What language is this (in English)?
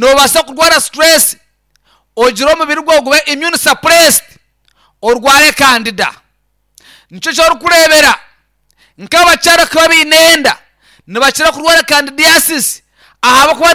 Nyankole